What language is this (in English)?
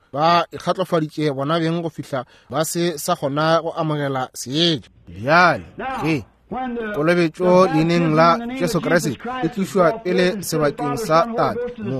Northern Sotho